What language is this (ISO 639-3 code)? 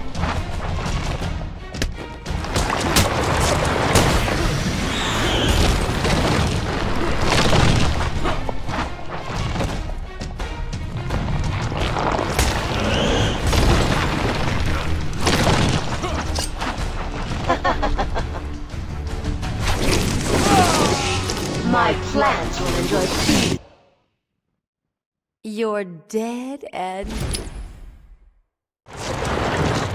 eng